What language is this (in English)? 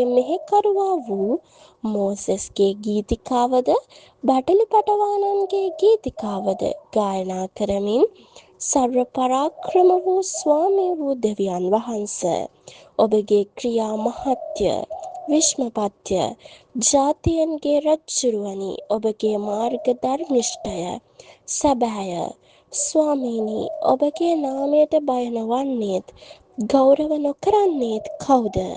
Sinhala